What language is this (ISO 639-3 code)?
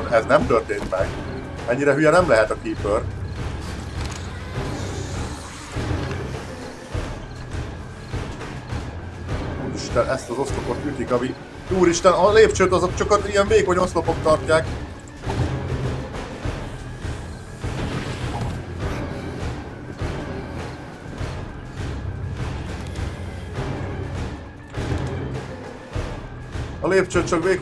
hun